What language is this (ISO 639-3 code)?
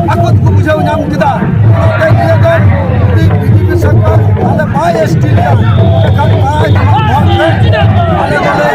sat